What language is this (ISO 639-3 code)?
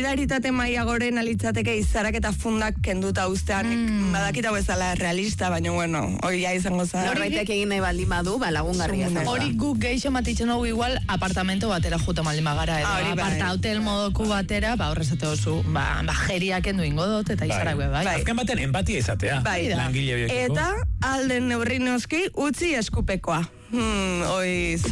eus